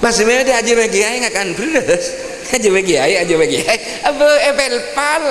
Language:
Madurese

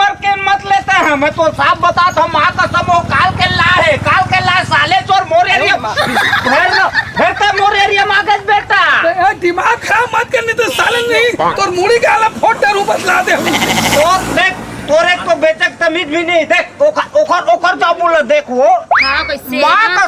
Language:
Chhattisgarhi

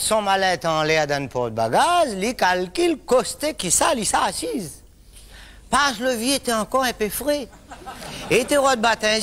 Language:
Réunion Creole French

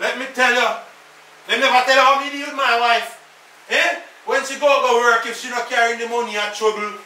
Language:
Jamaican Creole English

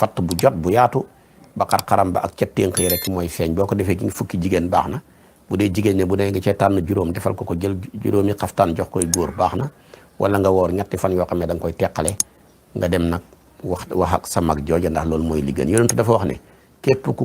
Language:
Wolof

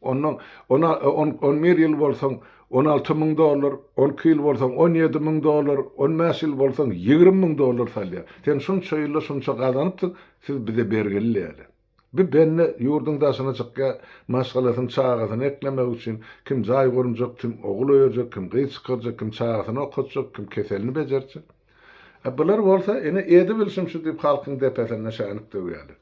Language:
Turkmen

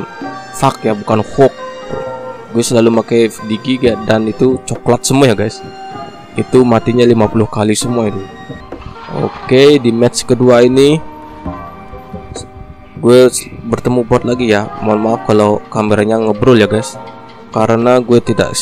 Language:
Indonesian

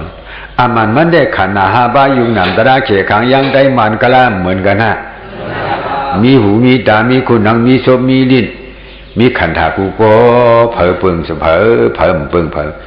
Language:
Shan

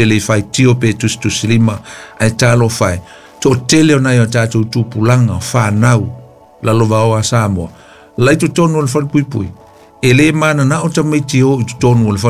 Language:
Samoan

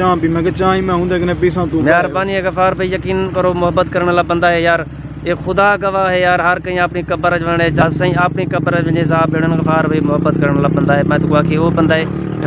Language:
Saraiki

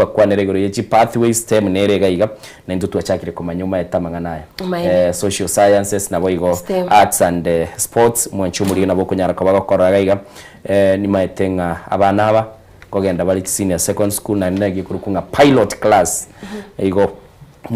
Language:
Gusii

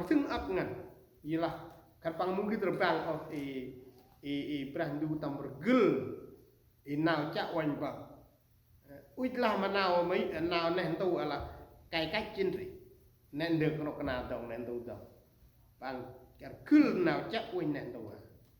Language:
Central Mnong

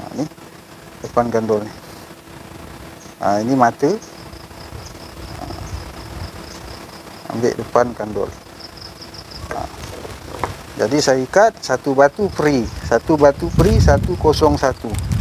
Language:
Malay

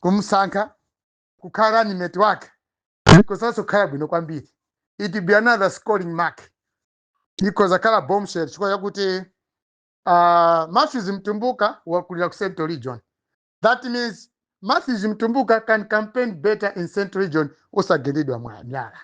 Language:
Nyanja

